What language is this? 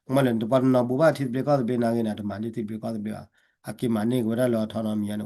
S'gaw Karen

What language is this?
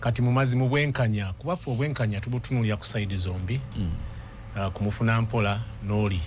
Ganda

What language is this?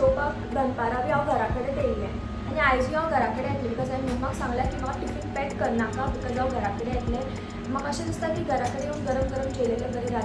Konkani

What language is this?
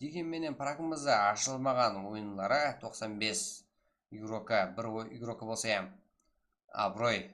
Kara-Kalpak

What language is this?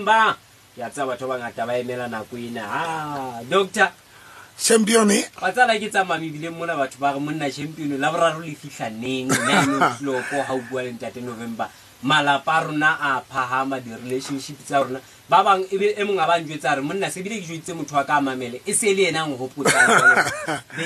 Southern Sotho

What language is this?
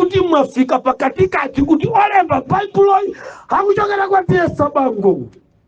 Nyanja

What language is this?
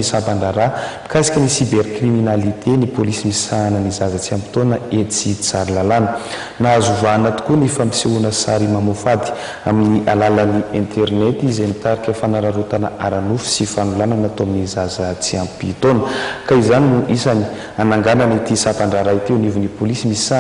Malagasy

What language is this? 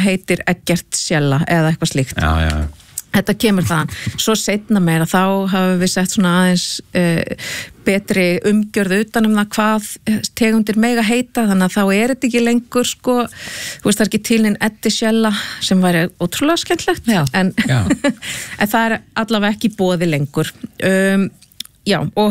Icelandic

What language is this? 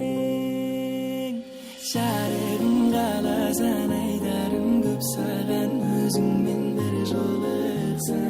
Kara-Kalpak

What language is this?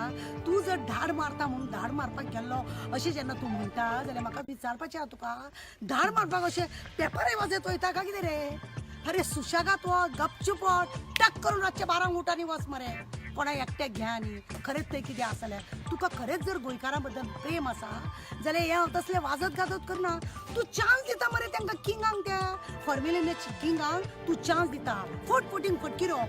Konkani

